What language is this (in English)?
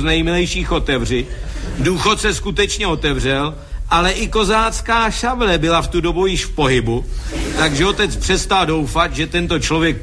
Czech